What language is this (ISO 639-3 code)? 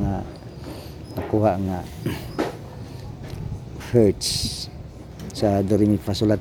ceb